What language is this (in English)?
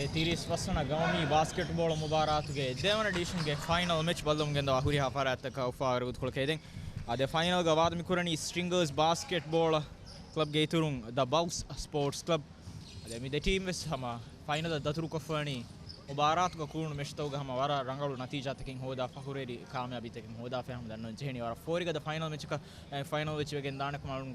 Divehi